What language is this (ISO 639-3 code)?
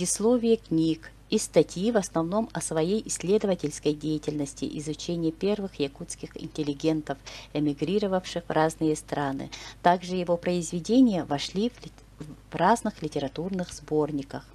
sah